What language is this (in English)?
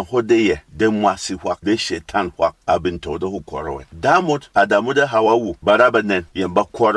Berom